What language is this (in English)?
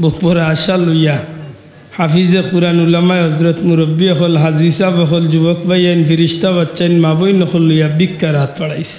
Sylheti